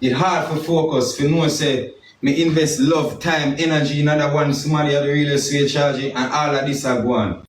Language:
Jamaican Creole English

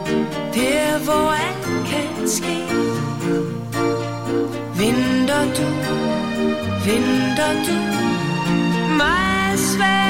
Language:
Danish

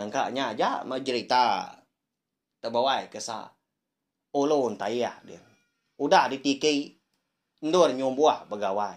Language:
Iban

